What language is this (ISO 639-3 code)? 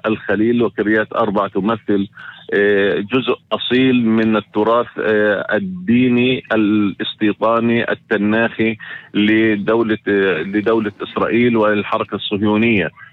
apc